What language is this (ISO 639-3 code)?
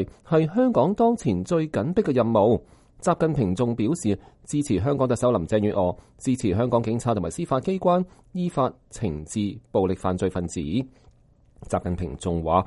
yue